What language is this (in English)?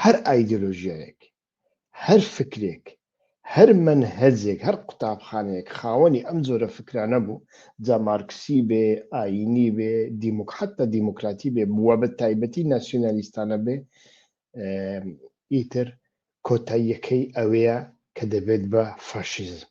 Central Kurdish